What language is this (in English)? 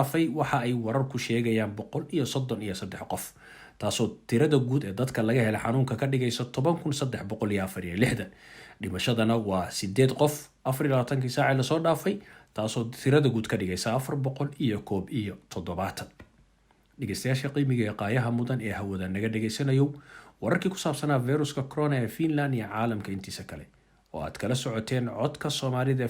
Somali